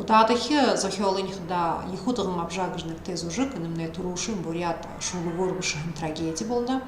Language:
Buriat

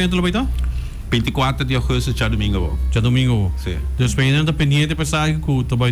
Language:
Papiamento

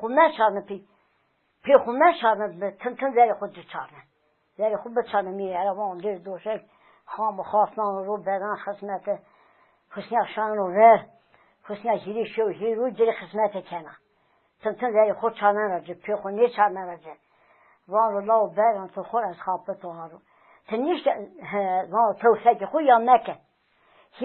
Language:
Zaza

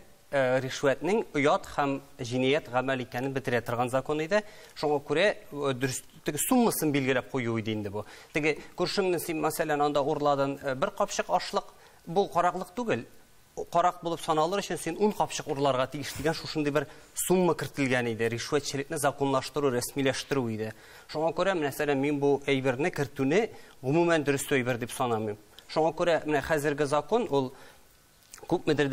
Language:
Tatar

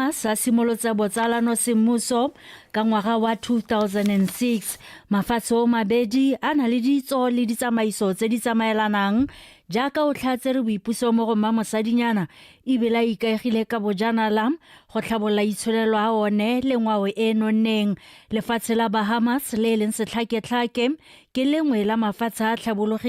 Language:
Tswana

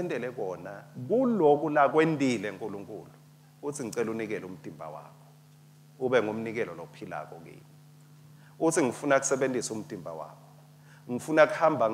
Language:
Swati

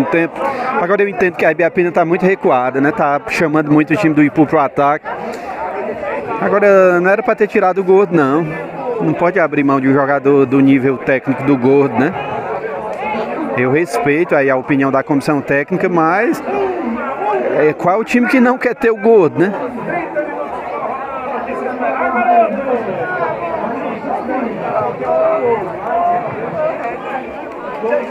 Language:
Portuguese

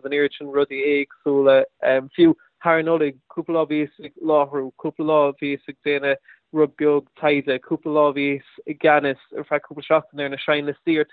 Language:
Irish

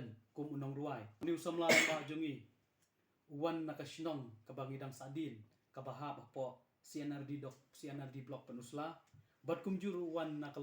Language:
Khasi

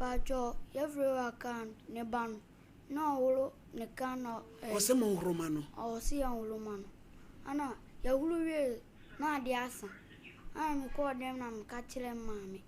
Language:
Akan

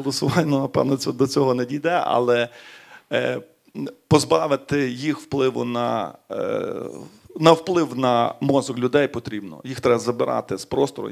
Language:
Ukrainian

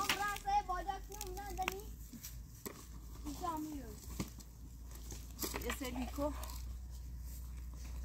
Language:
Persian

